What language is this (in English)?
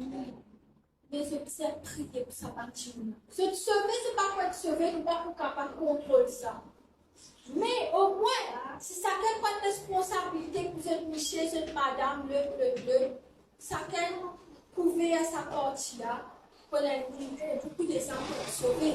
Morisyen